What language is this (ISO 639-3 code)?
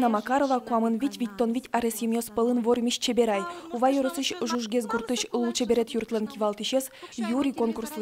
udm